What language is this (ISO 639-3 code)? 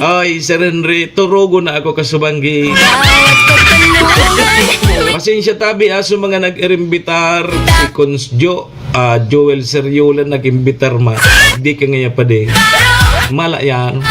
bik